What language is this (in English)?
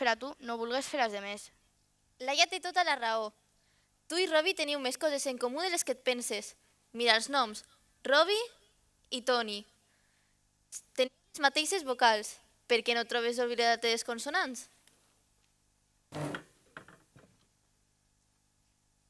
Catalan